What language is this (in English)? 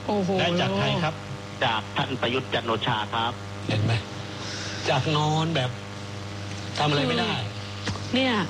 Thai